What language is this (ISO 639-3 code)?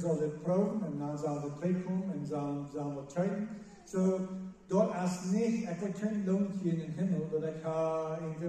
pdt